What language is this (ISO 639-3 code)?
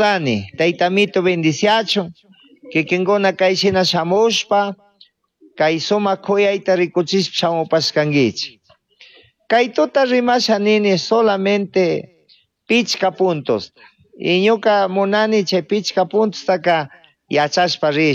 qug